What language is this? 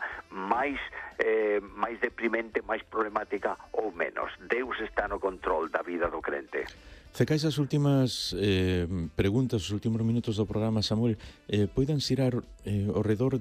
Galician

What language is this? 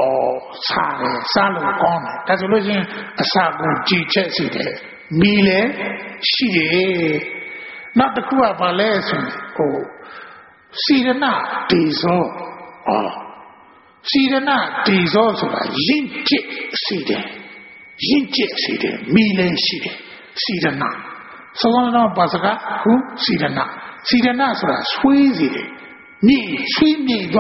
Burmese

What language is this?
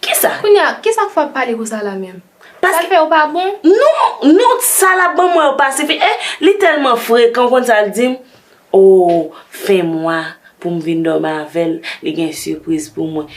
Haitian Creole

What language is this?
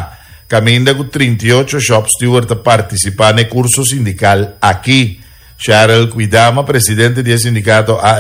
Papiamento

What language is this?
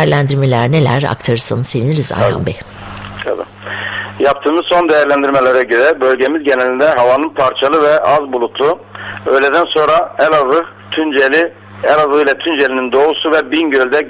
Turkish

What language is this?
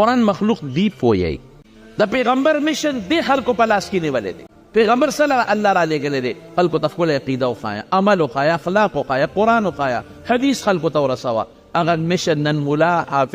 Pashto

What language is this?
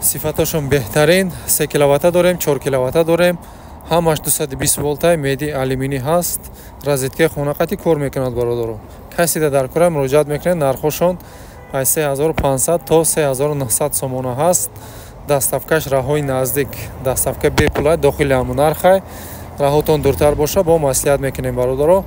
Tajik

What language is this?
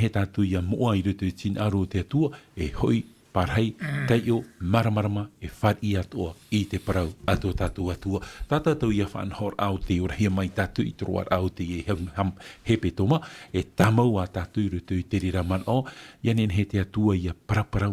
Tahitian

